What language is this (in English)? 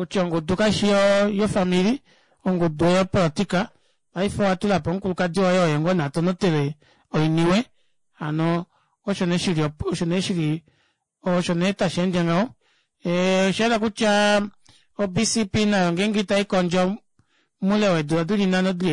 Kuanyama